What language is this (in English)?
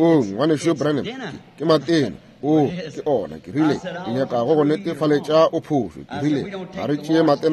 Northern Sotho